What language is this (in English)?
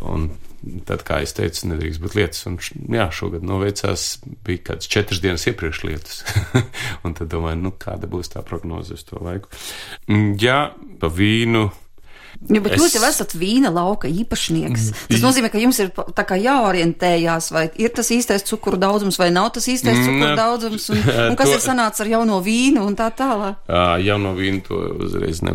Latvian